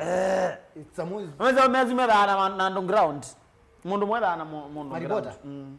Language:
Kamba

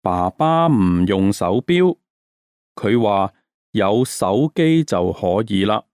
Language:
Cantonese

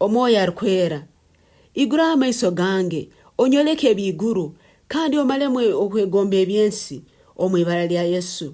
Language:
Nyankole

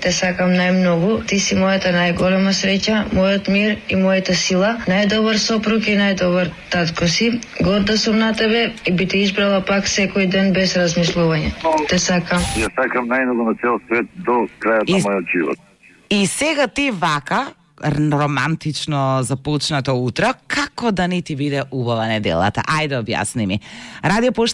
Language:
Macedonian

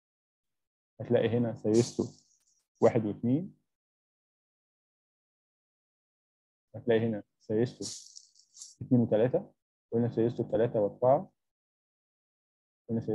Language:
Egyptian Arabic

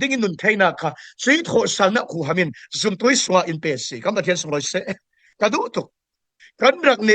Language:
Falam Chin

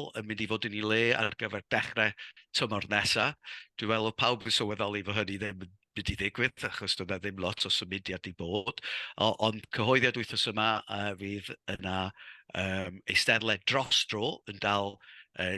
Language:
Welsh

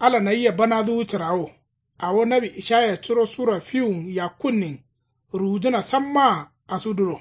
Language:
Kanuri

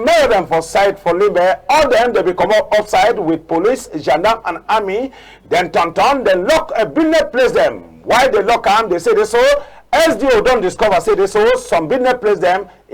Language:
Cameroon Pidgin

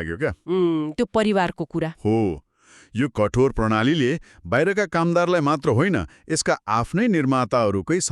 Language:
Nepali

